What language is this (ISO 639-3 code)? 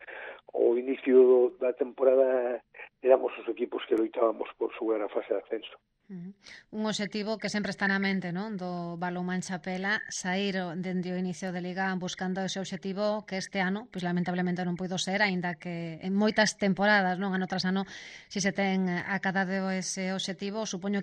glg